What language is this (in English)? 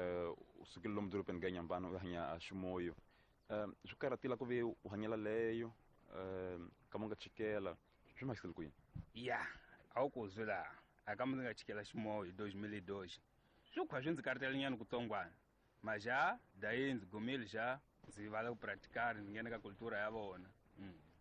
Tsonga